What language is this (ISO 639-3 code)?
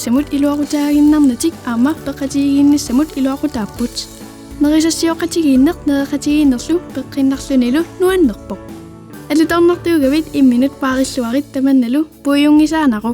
kal